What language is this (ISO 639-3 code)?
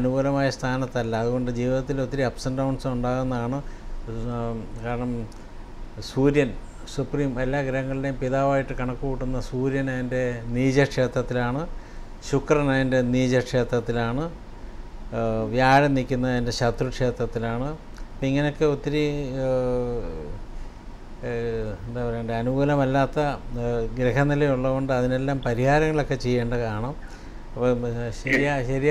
mal